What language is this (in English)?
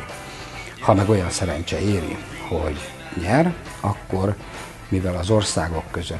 Hungarian